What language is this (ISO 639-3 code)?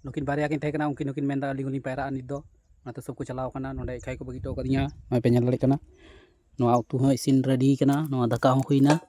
sat